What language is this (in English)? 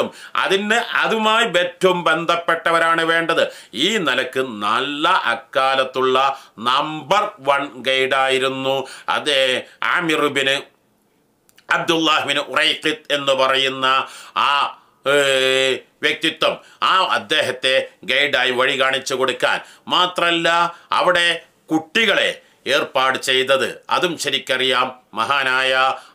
Malayalam